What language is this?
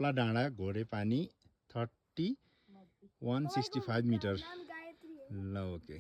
Nepali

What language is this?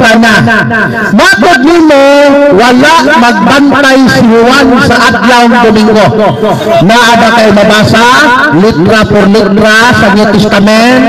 Cebuano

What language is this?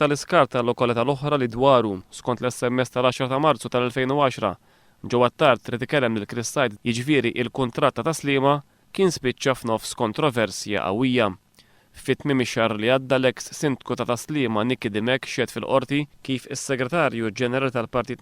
Maltese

